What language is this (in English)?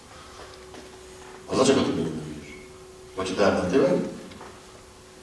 Polish